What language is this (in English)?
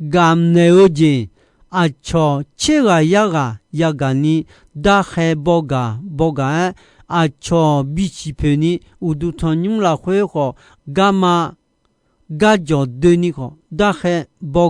Akha